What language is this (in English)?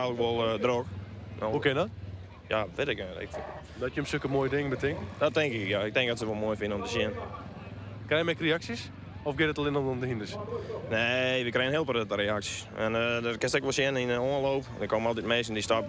Western Frisian